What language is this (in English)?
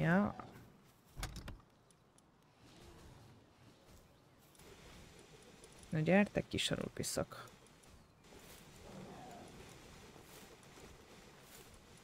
Hungarian